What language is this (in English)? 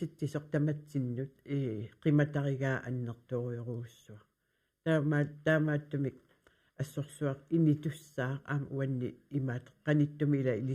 Kalaallisut